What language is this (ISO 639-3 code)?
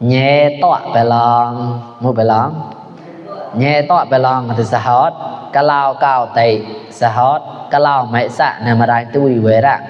mnw